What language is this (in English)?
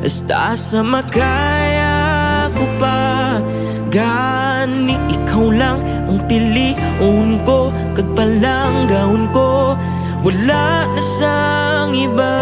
Hiligaynon